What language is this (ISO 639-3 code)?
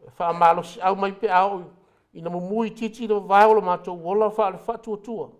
smo